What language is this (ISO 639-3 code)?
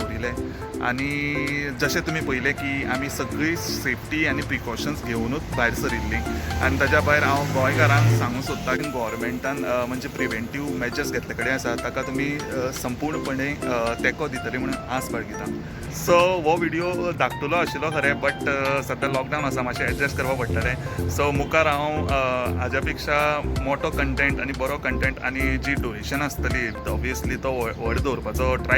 kok